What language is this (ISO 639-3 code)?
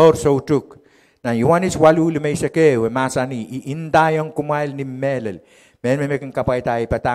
pon